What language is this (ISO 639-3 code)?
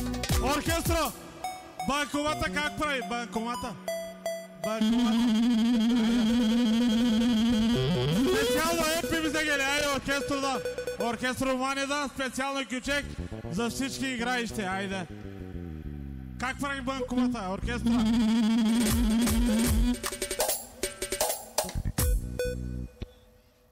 tur